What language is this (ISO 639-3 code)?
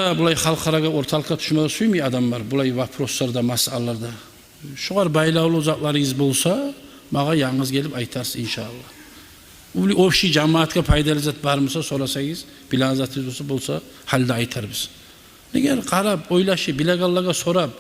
kum